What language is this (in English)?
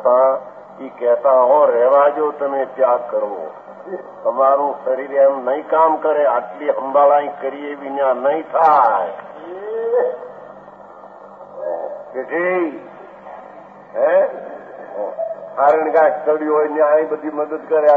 Gujarati